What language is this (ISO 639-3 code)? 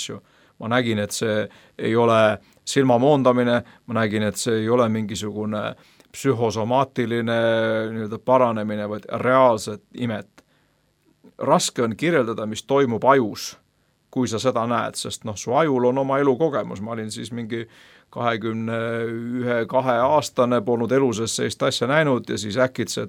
est